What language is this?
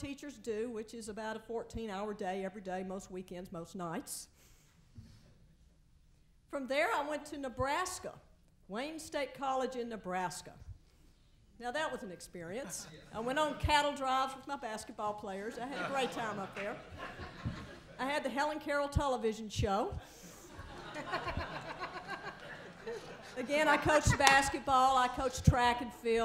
English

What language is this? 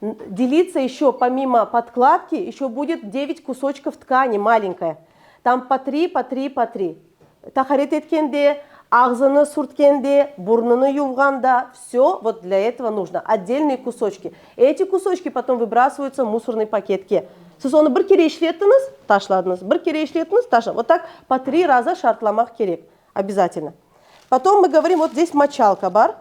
Crimean Tatar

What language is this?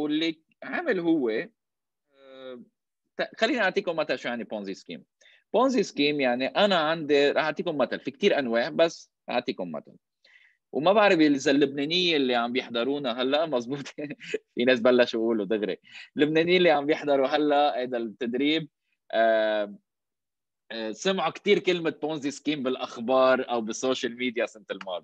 North Levantine Arabic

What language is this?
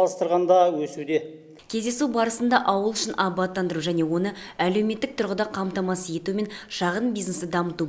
Kazakh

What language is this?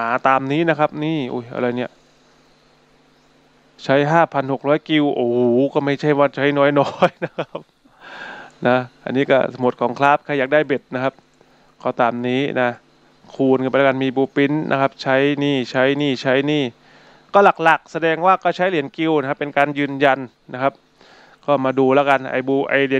Thai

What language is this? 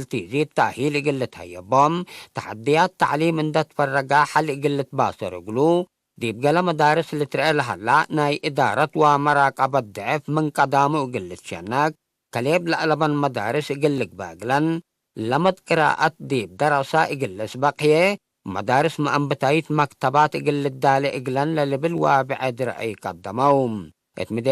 Tigre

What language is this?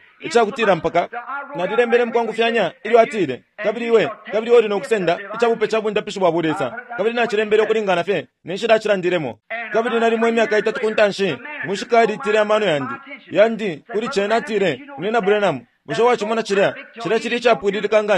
Bemba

